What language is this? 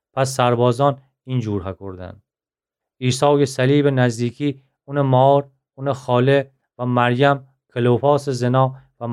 Gilaki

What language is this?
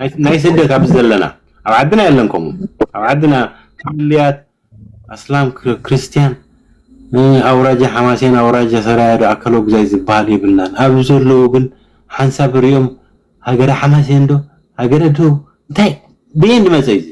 Tigrinya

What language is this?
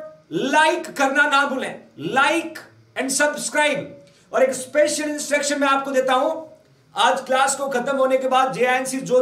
Hindi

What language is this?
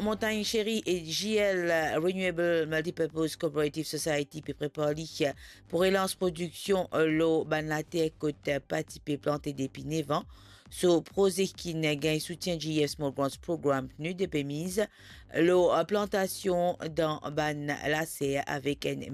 Morisyen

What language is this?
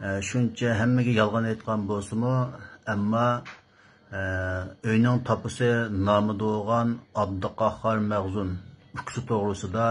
Uyghur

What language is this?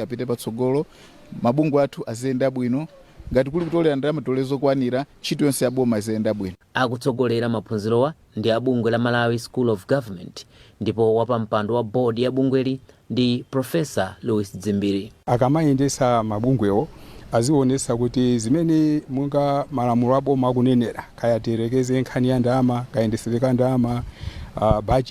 Nyanja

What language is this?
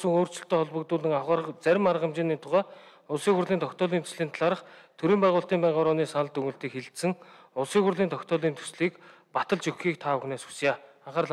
Mongolian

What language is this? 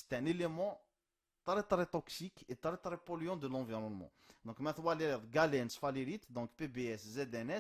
Kabyle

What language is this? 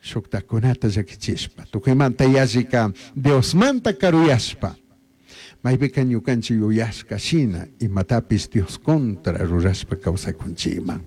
Chimborazo Highland Quichua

